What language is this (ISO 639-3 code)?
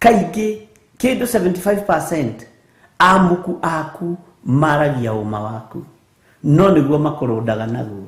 kik